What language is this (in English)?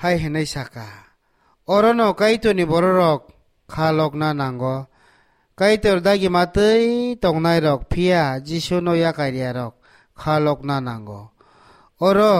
Kok Borok